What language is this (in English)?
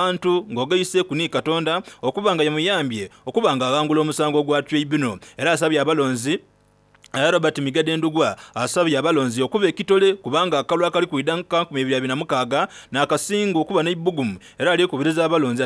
Soga